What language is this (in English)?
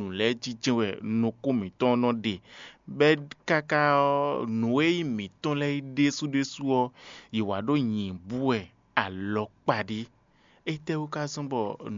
Fon